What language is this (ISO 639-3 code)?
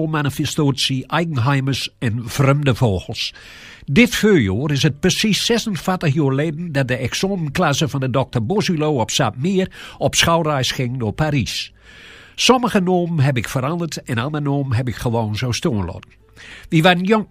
gos